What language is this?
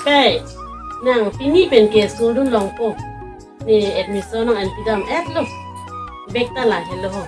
Karbi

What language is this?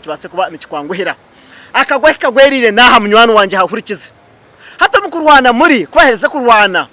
Nyankole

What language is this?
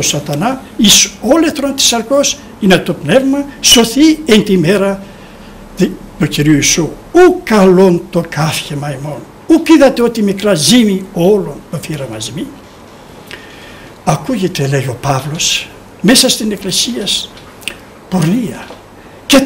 Greek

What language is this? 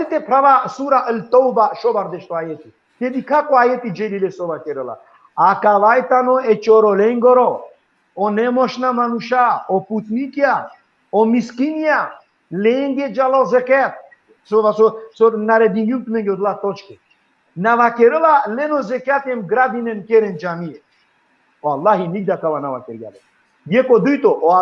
Balkan Romani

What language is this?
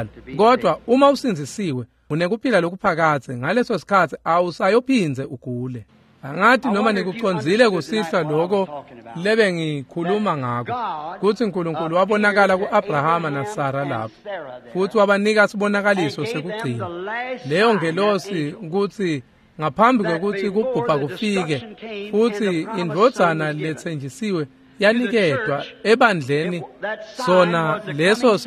Swati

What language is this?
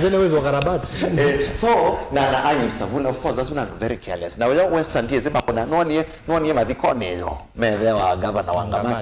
Kamba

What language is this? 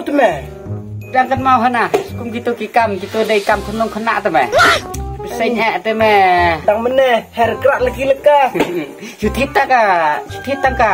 Khasi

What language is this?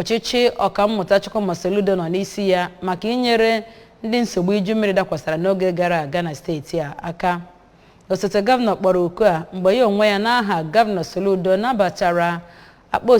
Igbo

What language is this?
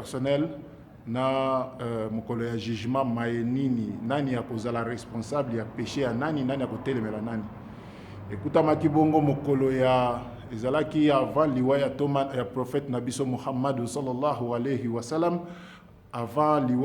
Lingala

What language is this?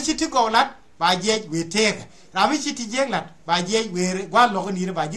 Nuer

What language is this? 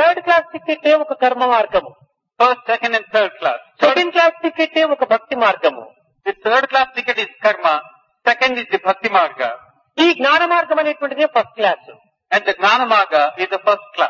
Telugu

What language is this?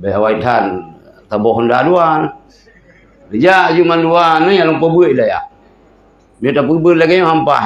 Achinese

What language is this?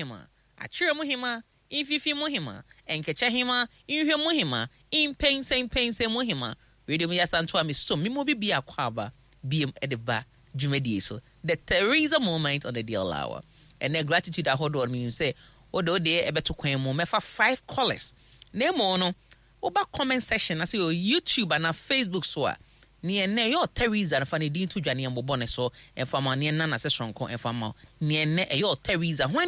Akan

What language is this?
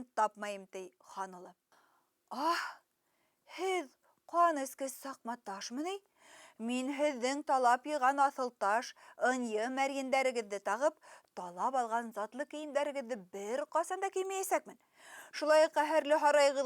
Bashkir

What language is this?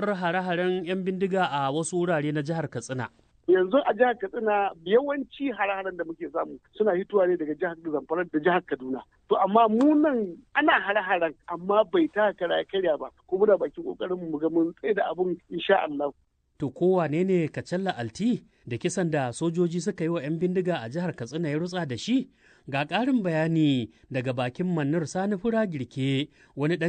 Hausa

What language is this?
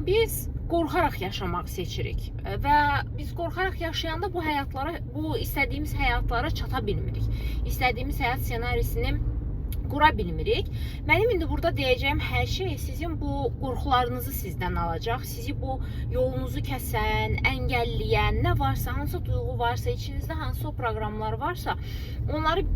Azerbaijani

